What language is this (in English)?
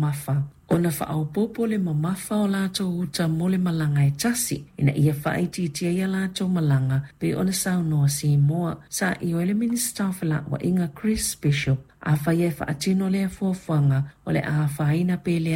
Samoan